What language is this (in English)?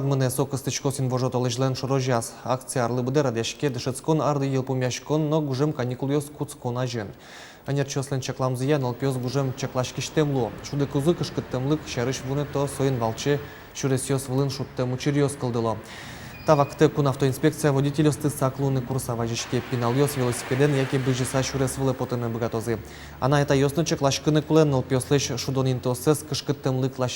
Udmurt